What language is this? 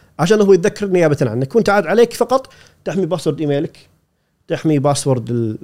Gulf Arabic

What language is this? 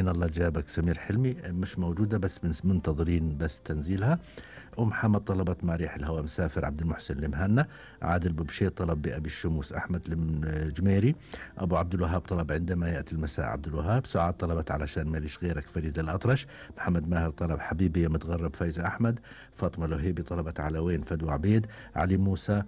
Gulf Arabic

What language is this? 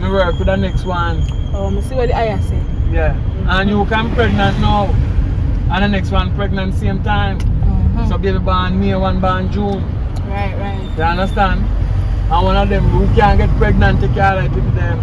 Jamaican Creole English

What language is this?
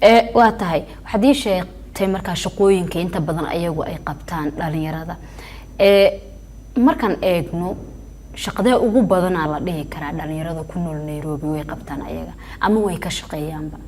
Somali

